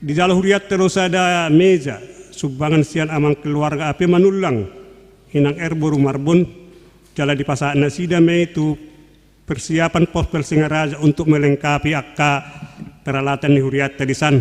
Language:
Batak Toba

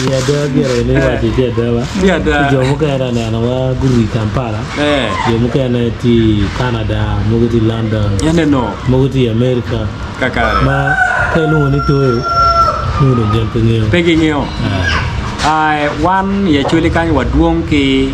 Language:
Acoli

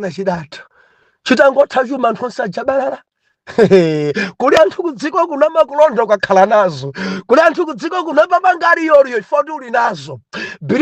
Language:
Nyanja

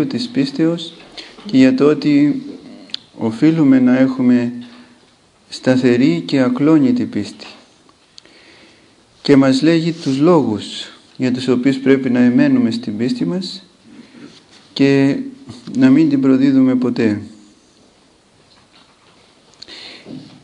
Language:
Greek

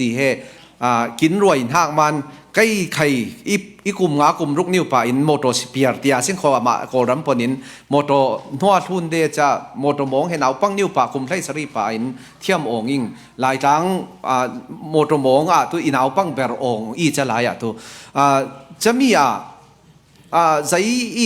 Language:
Falam Chin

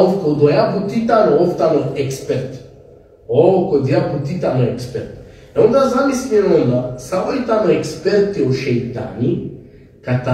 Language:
Balkan Romani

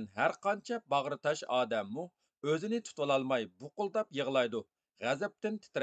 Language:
Uyghur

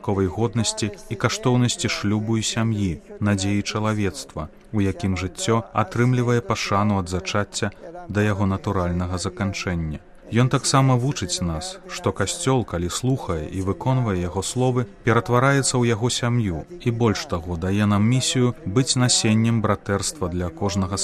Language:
Belarusian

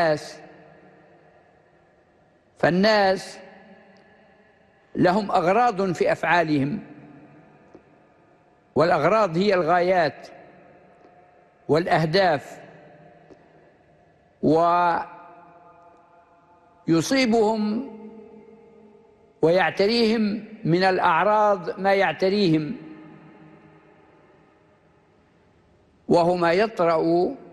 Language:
Arabic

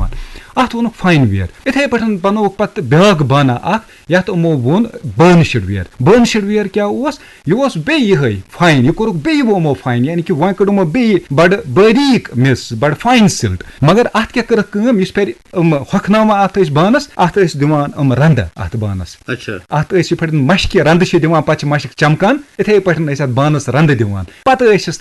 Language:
Kashmiri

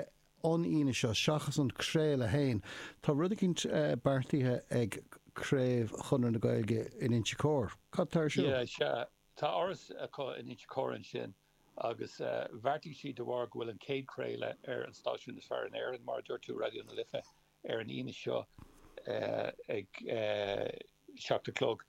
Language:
Irish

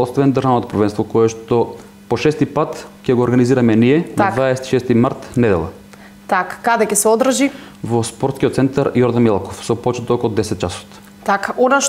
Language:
Macedonian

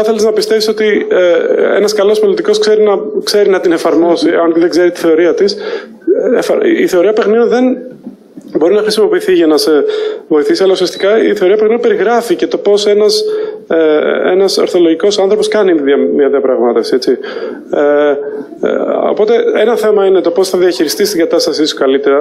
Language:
Greek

